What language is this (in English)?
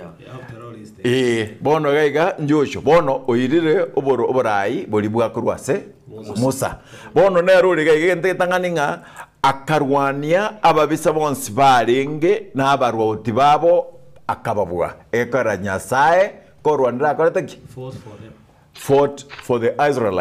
Gusii